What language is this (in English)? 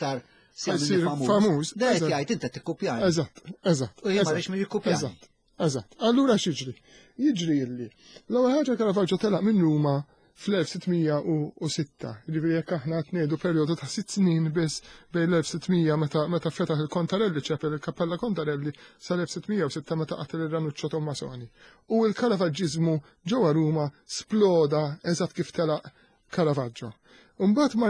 Maltese